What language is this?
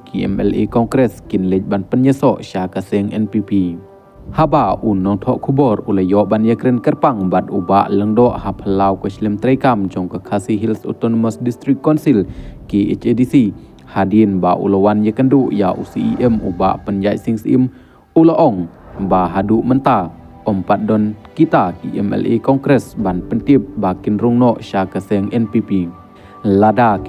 Khasi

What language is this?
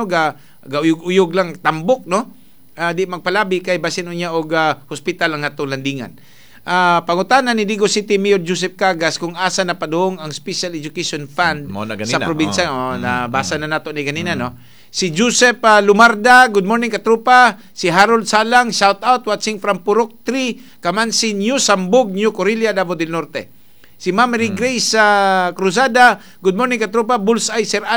Cebuano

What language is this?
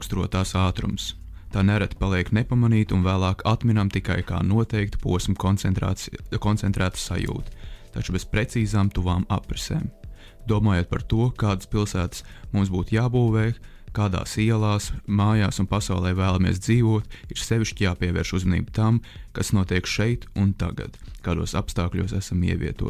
Latvian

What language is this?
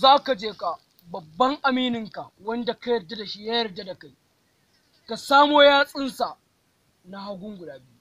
Hausa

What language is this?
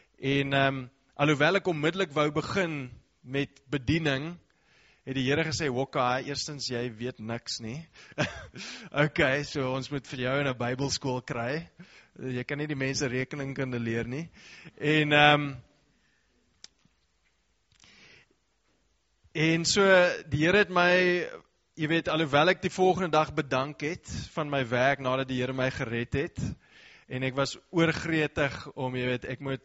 Afrikaans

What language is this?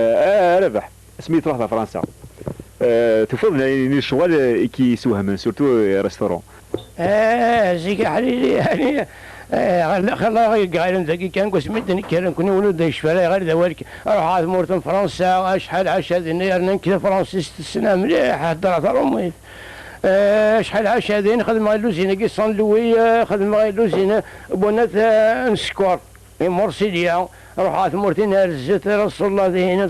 Kabyle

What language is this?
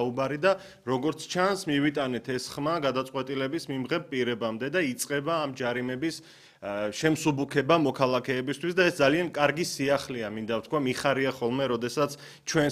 Georgian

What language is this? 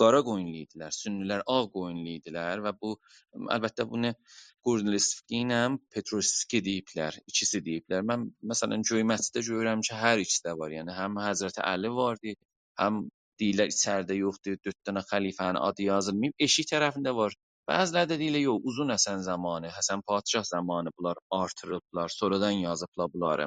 South Azerbaijani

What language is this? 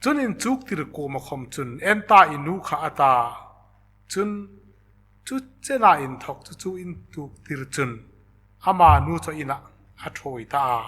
Hmar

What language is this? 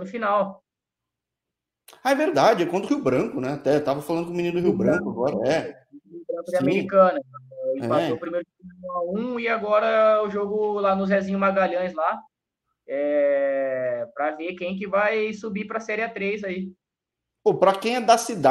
Portuguese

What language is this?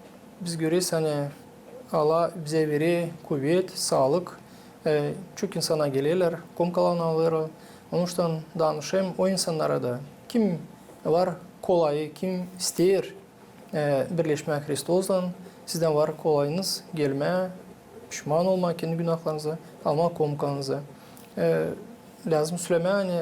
Gagauz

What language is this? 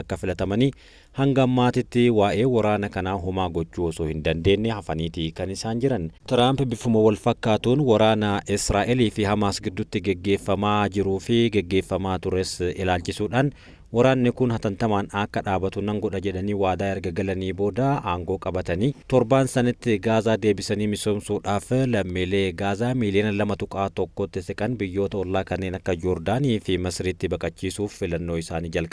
Oromo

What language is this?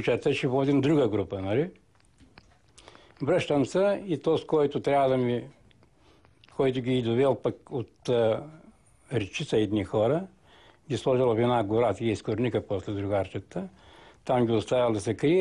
Bulgarian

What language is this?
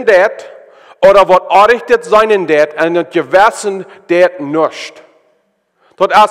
Plautdietsch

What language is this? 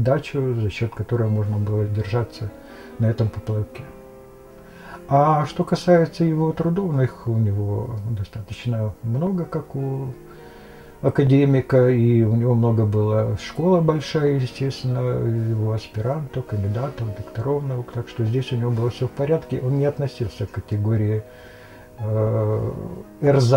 Russian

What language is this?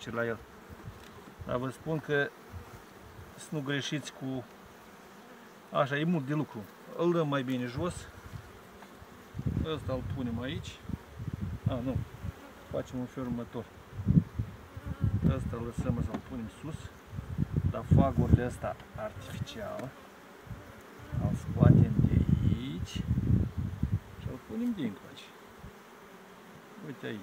Romanian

